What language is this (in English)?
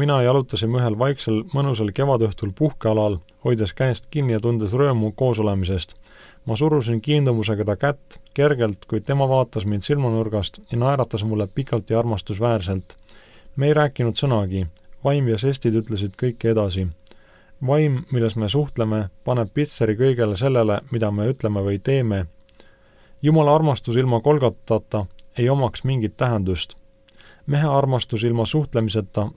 Estonian